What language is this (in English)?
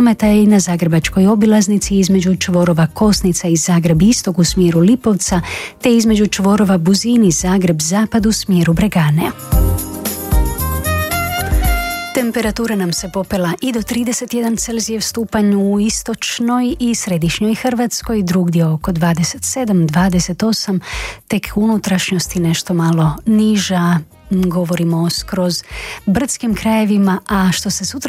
Croatian